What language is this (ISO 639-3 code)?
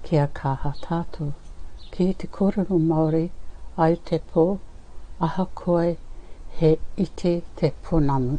mri